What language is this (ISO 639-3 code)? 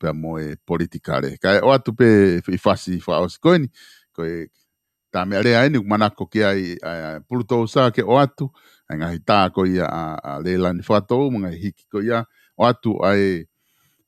ton